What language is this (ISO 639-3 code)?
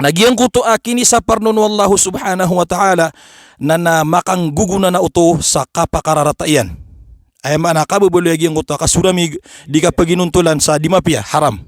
mrw